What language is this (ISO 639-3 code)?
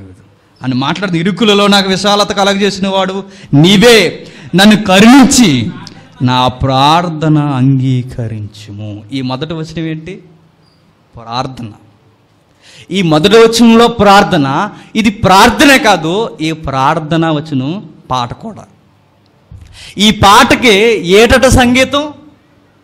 tel